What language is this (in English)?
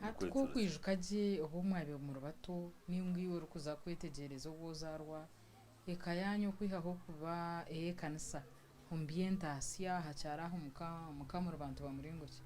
Nyankole